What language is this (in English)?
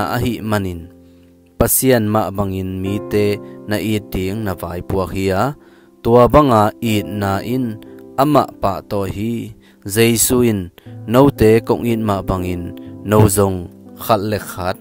Tedim Chin